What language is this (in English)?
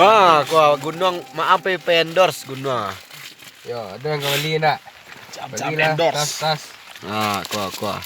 Minangkabau